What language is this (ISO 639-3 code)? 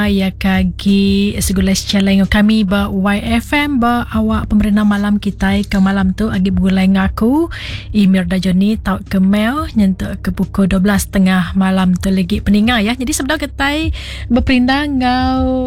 iba